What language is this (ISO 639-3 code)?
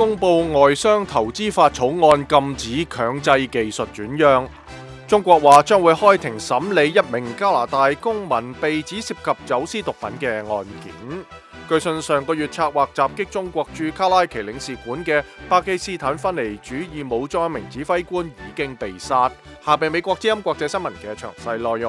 yue